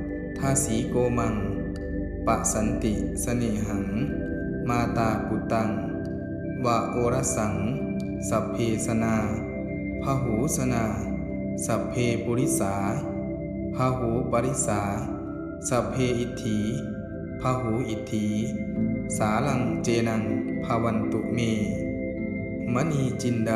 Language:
Pali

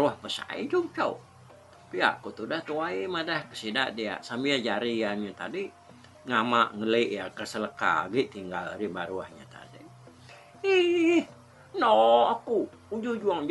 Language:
Iban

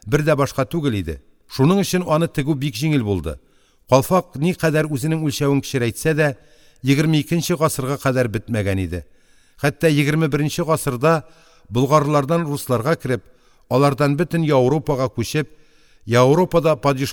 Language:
Tatar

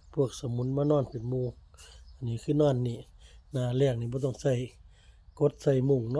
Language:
Northeastern Thai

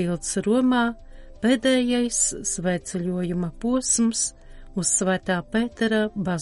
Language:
Latvian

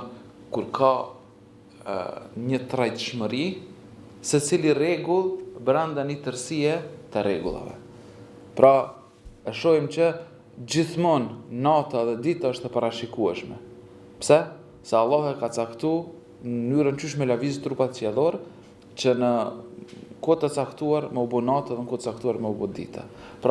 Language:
Albanian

